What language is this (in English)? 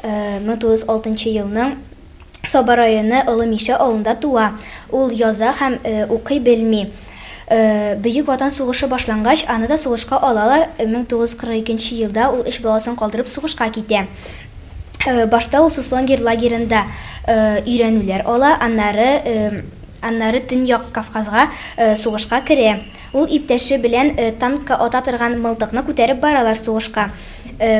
Tatar